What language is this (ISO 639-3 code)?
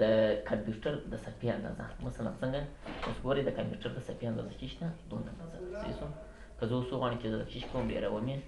pus